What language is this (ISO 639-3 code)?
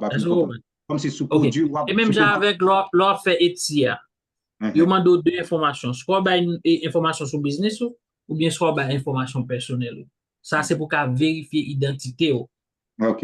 hat